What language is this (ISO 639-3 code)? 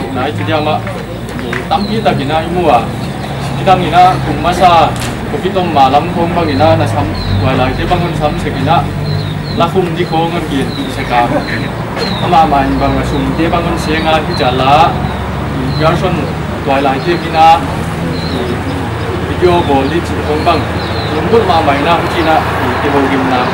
pck